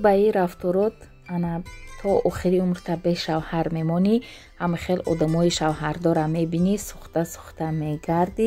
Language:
Tajik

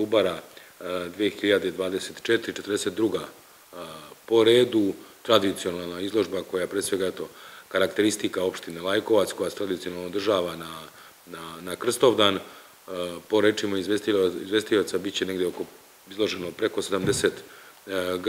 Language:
Serbian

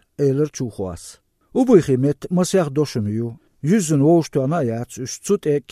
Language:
Chechen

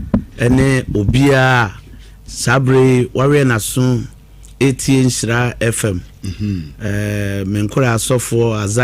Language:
Akan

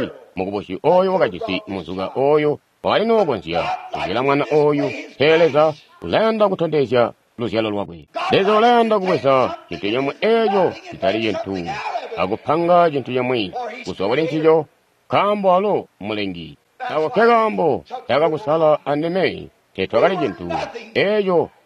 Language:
Tonga (Zambia)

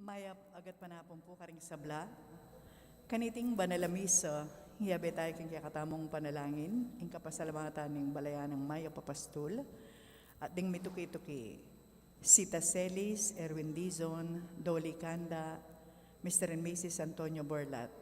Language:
Pampanga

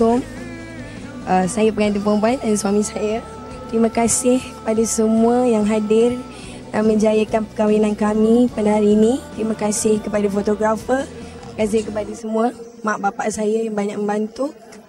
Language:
Malay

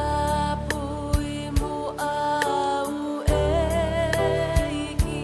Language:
Tongan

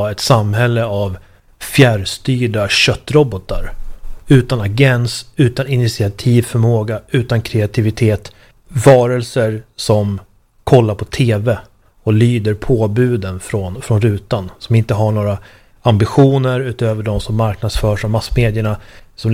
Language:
Swedish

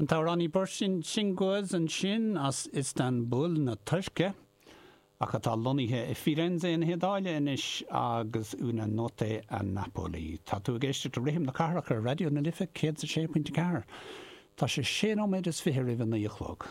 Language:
Irish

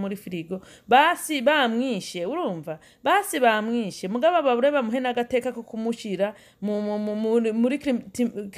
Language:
Rundi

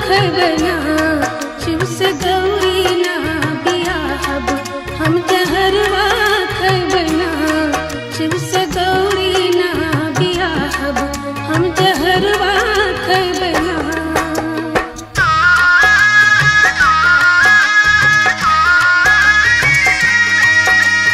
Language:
Bhojpuri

